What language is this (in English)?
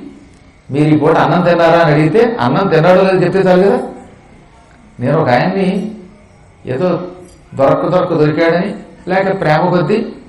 Telugu